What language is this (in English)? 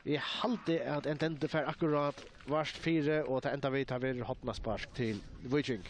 Faroese